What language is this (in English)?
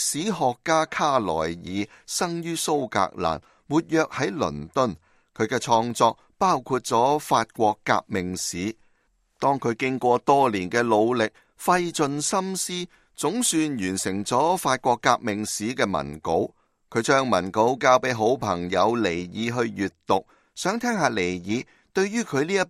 Cantonese